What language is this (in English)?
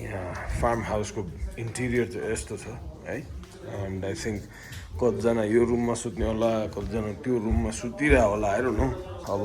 Nepali